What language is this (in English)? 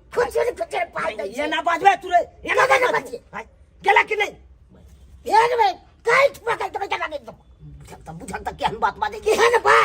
Maithili